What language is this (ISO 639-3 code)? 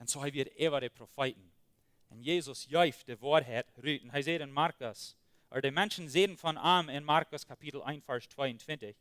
pdt